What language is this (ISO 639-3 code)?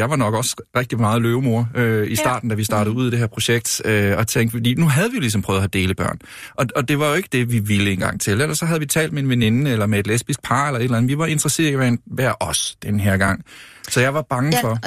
dan